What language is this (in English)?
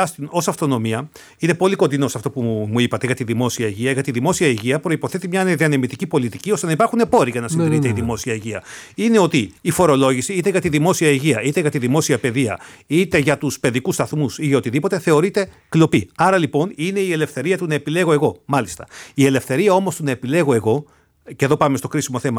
Greek